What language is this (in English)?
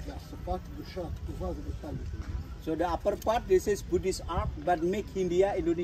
Hebrew